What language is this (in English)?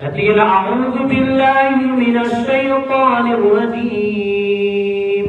Maranao